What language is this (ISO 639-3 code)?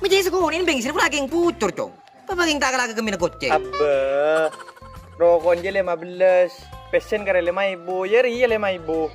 mad